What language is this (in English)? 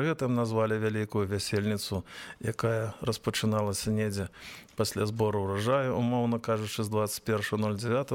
Belarusian